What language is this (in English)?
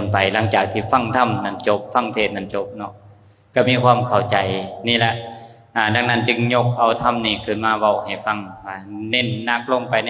Lao